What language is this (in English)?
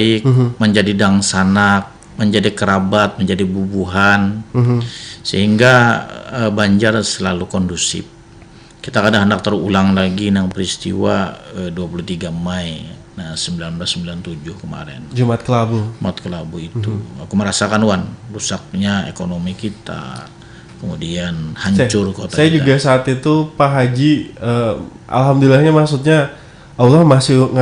Banjar